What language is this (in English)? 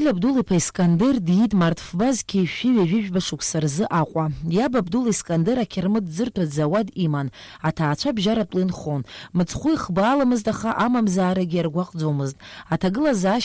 Abkhazian